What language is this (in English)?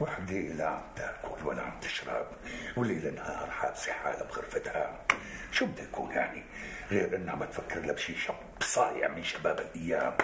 North Levantine Arabic